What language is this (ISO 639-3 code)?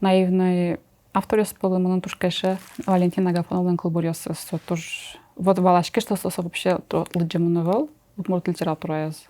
udm